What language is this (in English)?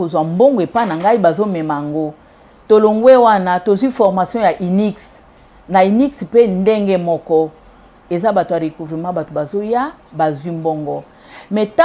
Lingala